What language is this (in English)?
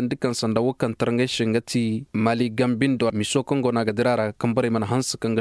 Koyraboro Senni